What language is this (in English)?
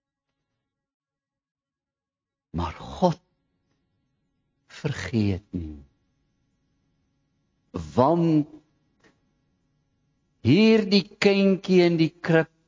Afrikaans